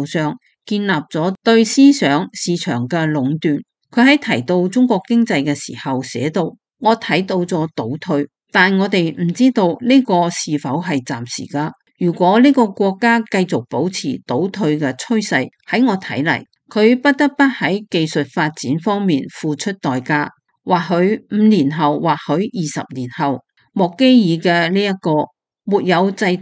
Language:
Cantonese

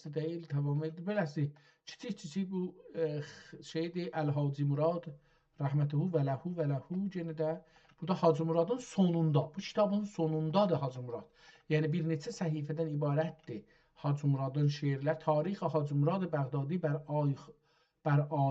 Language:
South Azerbaijani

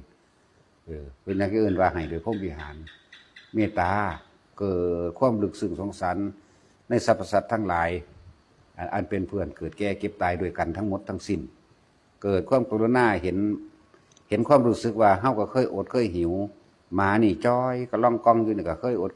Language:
Northeastern Thai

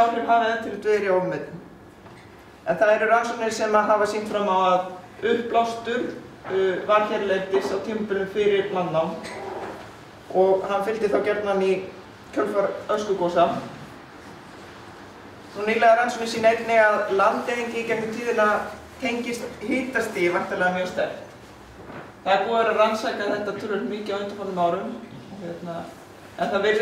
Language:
Icelandic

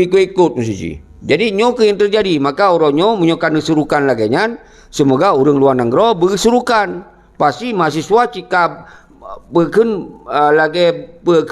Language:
Achinese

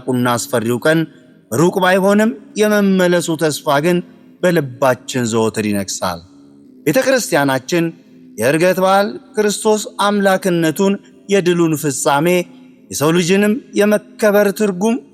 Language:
Amharic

